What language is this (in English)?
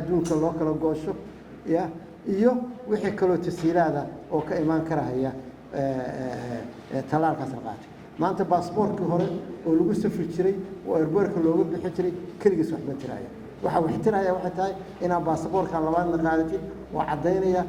Somali